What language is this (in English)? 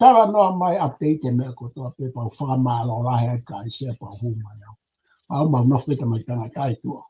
Tongan